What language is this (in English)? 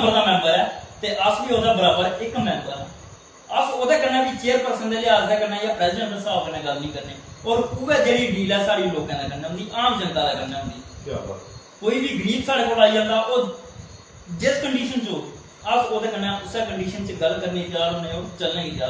Dogri